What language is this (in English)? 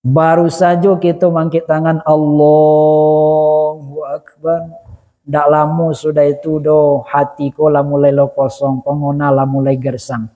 Minangkabau